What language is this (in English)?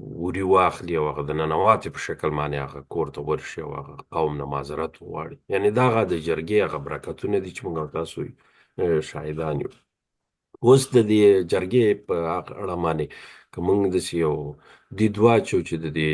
Pashto